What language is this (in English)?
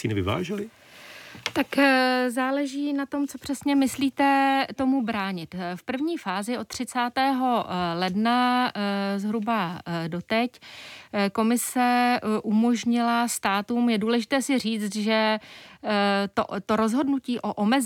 Czech